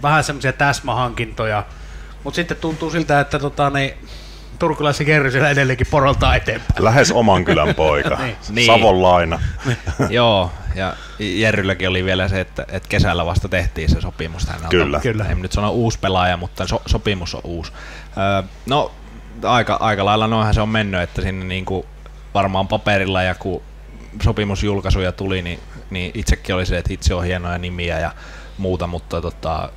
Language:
Finnish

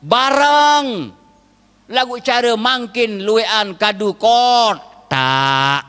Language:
Sasak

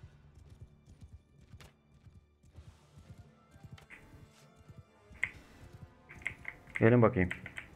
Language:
Turkish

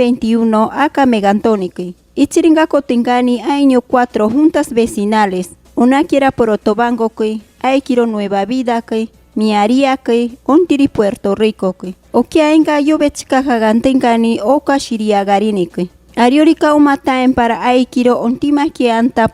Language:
Machiguenga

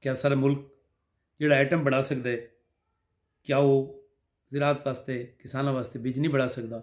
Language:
Saraiki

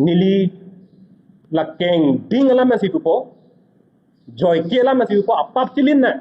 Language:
Karbi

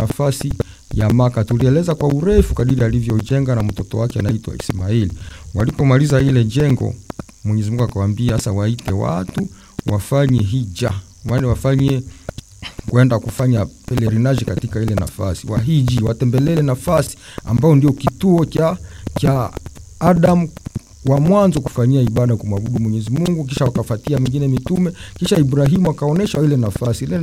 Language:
Swahili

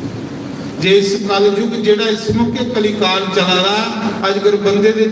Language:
Dogri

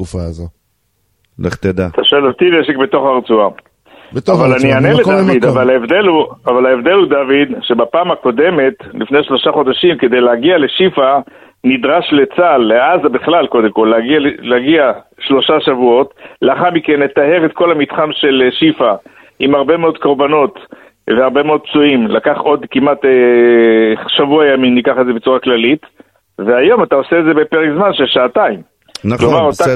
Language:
Hebrew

